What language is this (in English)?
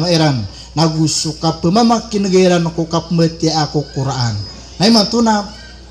Maranao